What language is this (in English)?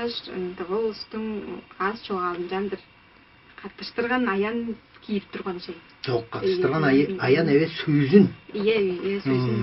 Tuvinian